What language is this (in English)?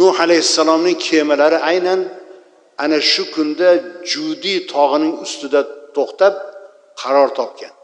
Uzbek